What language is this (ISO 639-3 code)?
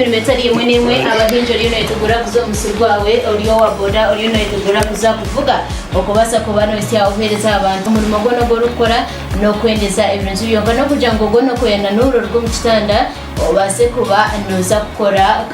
ttj